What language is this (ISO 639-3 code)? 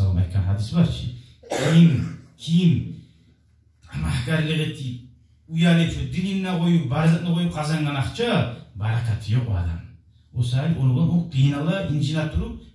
kum